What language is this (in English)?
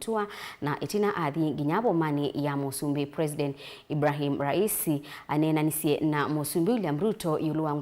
Kamba